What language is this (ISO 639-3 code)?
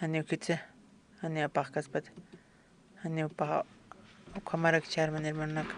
aym